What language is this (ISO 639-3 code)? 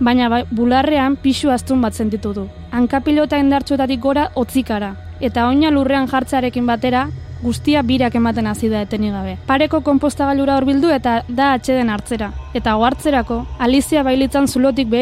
eus